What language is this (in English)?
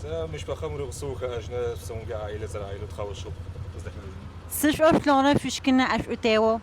Adyghe